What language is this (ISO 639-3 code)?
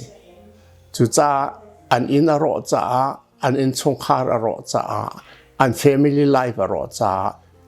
cnh